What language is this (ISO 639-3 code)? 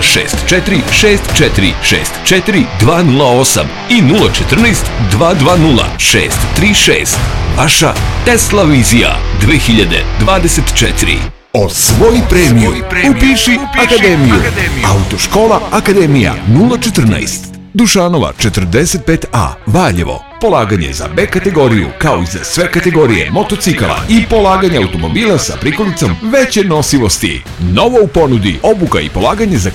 srp